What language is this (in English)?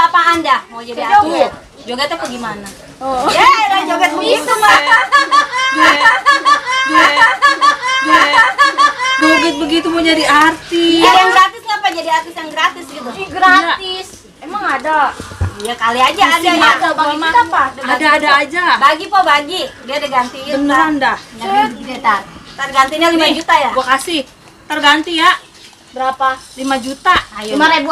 Betawi